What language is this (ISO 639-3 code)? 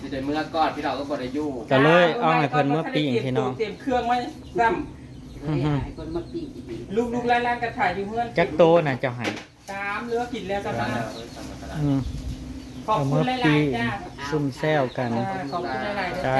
tts